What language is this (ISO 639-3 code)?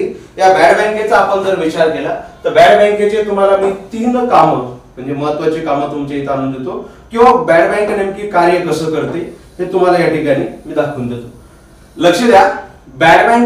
mar